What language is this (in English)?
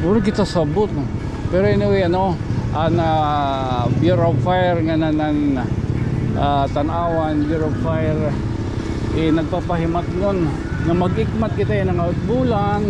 Waray